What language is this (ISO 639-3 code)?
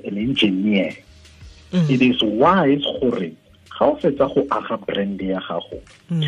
tsn